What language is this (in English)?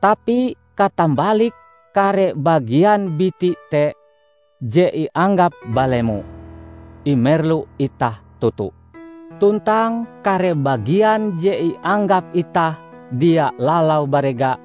Ngaju